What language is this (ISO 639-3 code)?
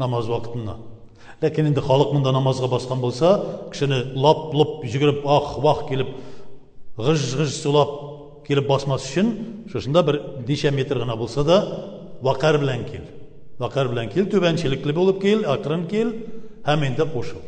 tat